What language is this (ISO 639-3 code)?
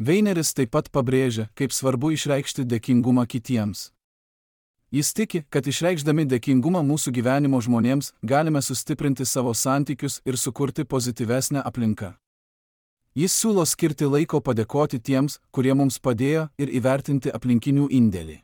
lit